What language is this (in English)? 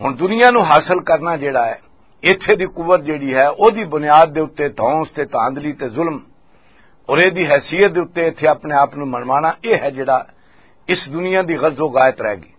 Western Panjabi